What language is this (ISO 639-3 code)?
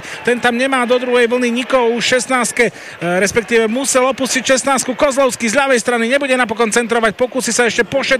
slk